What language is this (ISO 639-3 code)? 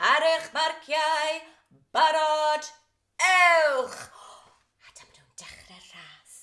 cym